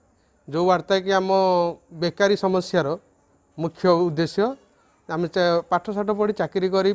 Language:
Odia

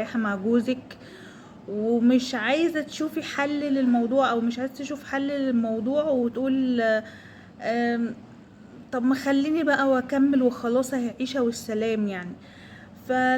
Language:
Egyptian Arabic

